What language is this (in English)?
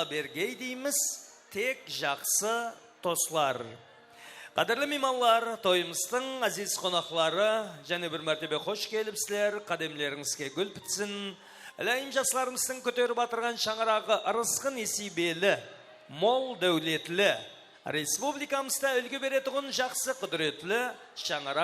Kara-Kalpak